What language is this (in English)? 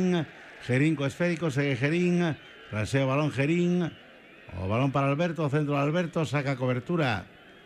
Galician